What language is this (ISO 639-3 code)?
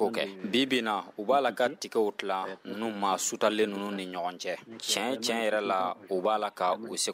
bam